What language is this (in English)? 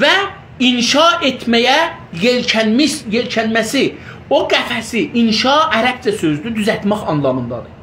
South Azerbaijani